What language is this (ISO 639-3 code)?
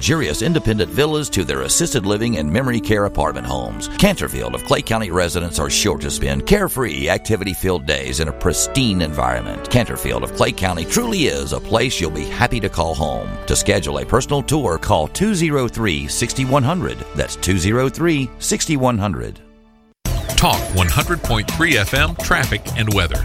eng